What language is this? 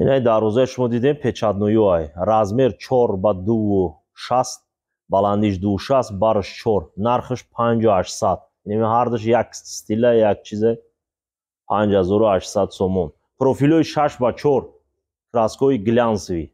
Tajik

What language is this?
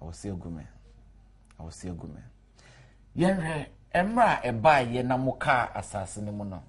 Akan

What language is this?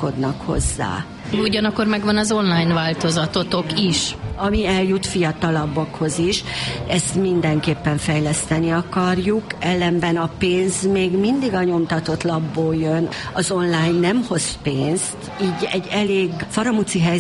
Hungarian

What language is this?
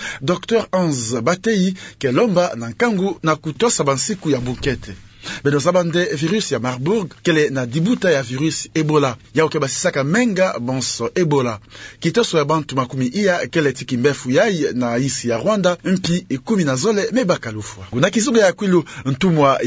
Kituba (Democratic Republic of Congo)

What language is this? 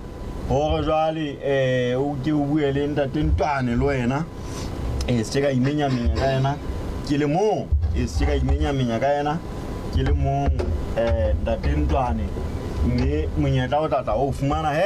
Southern Sotho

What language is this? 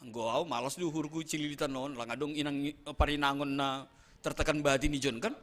Batak Simalungun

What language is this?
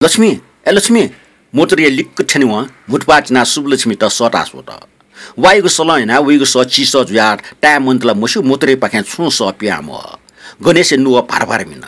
Newari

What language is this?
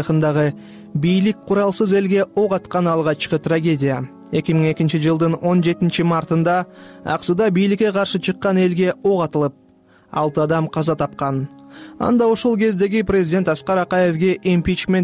Kyrgyz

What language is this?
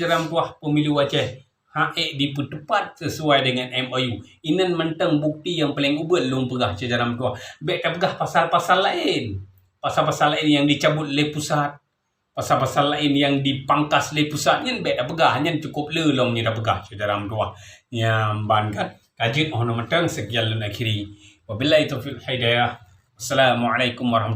Achinese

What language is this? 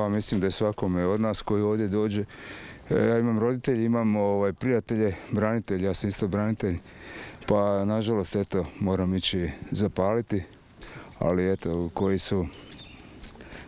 Croatian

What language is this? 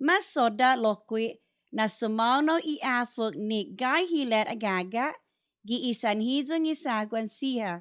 Chamorro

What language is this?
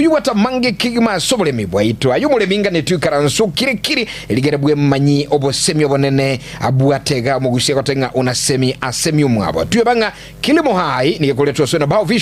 Gusii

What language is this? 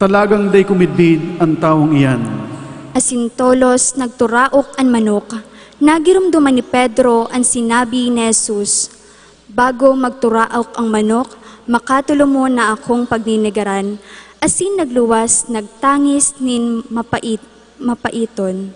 Bikol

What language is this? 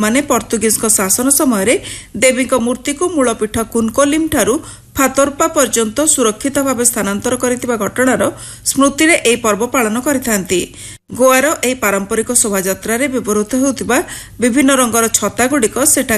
Odia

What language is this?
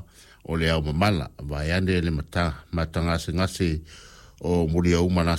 Samoan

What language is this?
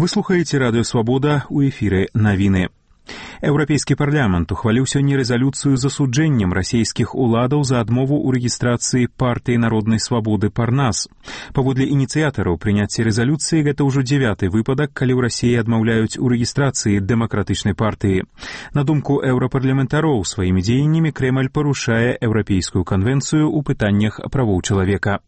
Belarusian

